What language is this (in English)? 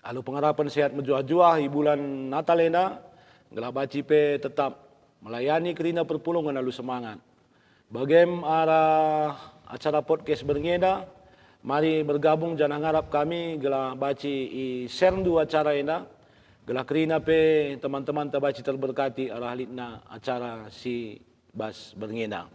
Batak Karo